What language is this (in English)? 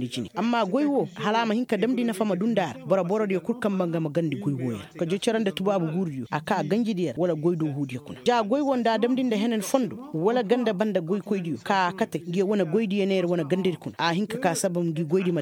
Koyraboro Senni